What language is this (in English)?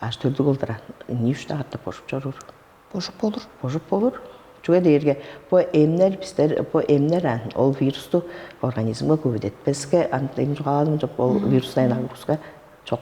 Tuvinian